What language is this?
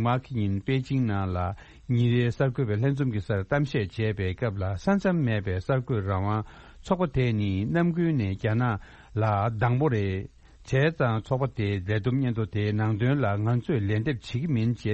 Tibetan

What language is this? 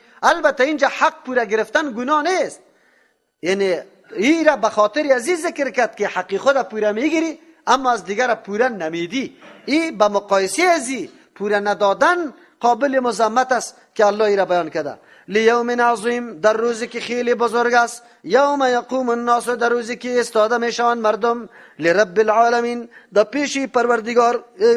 Persian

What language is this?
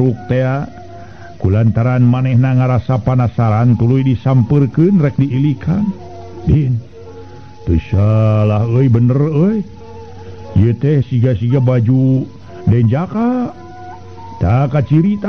Sundanese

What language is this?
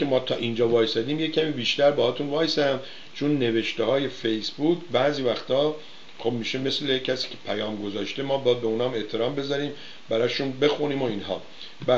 Persian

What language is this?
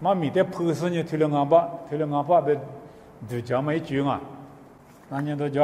Lisu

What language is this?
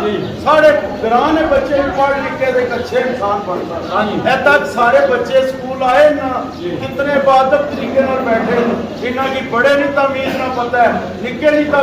Pahari-Potwari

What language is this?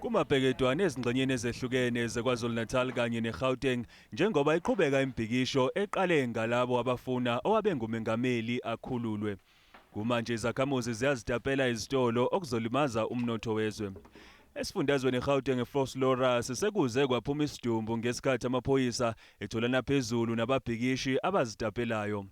Zulu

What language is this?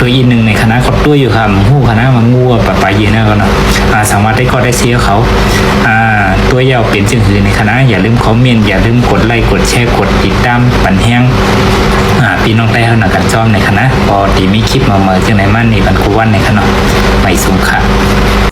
Shan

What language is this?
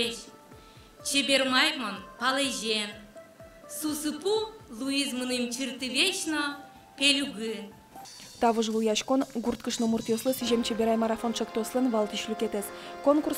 Udmurt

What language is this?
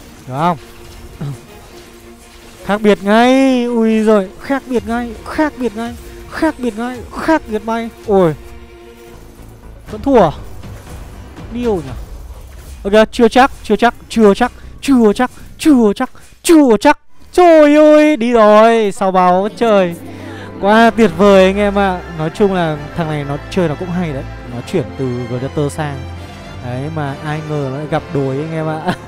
Vietnamese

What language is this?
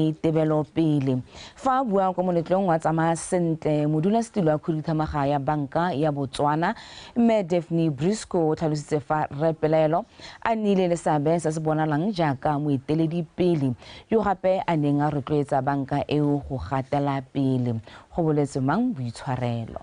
Tswana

